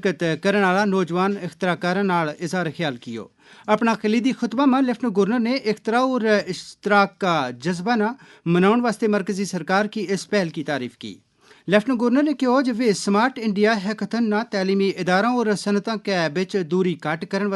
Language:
Gujari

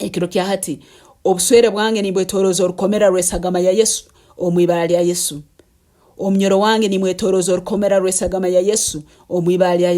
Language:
Nyankole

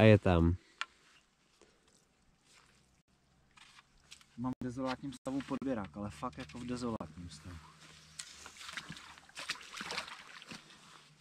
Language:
Czech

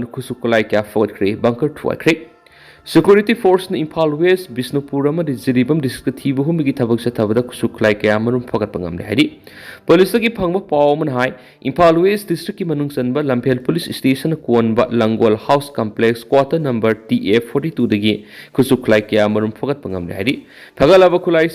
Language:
Manipuri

